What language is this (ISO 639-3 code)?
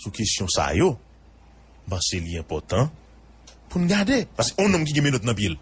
hat